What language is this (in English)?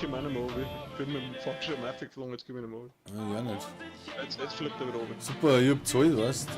Bavarian